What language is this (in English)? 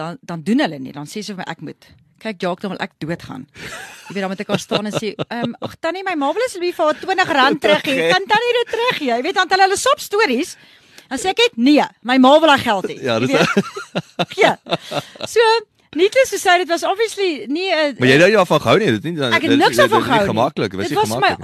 Afrikaans